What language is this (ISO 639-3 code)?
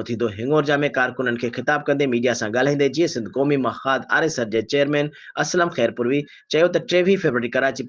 snd